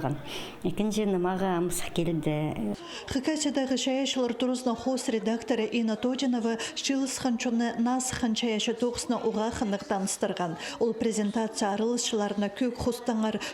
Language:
Khakas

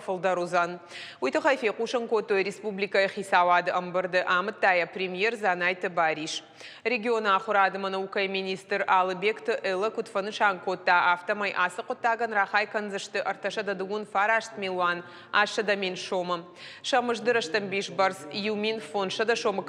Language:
Ossetic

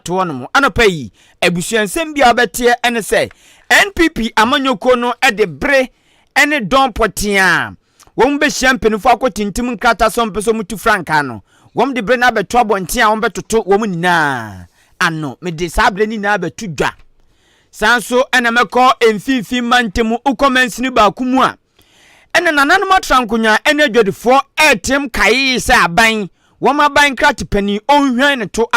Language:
Akan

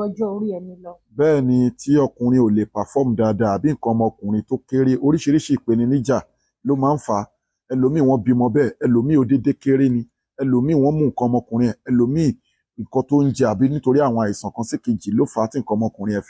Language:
Yoruba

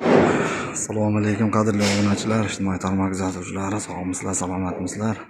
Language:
Uzbek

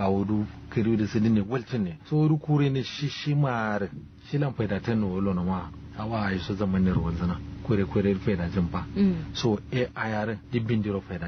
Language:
Kanuri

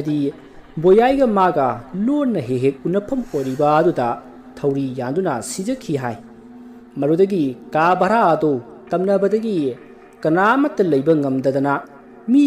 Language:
Manipuri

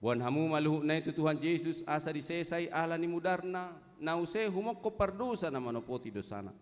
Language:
Batak Toba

